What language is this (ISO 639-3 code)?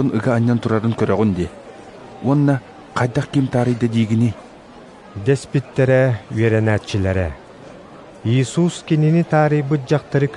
sah